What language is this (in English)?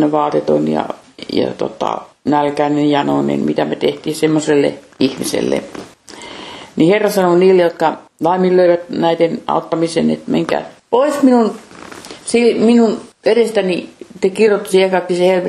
Finnish